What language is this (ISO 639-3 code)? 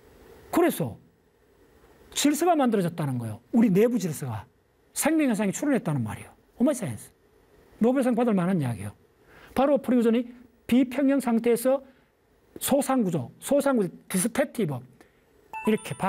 kor